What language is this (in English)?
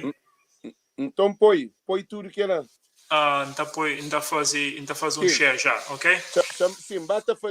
Kabuverdianu